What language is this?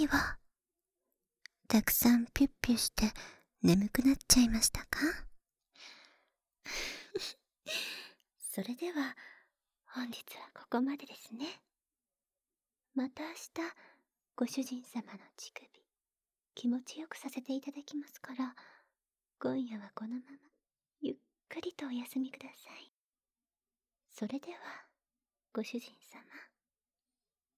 Japanese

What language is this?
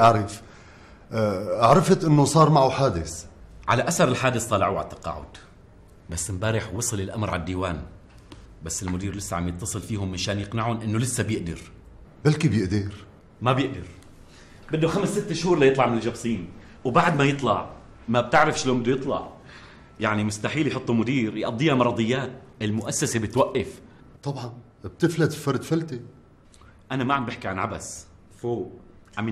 North Levantine Arabic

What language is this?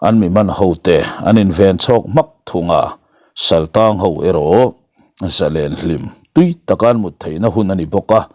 Mizo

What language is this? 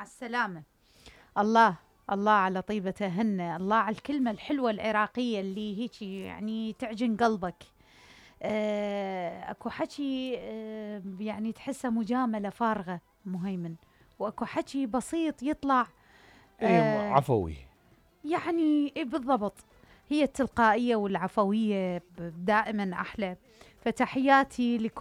Mesopotamian Arabic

